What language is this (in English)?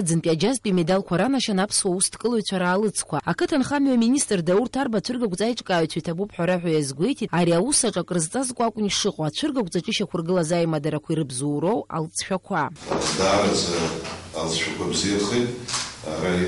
Abkhazian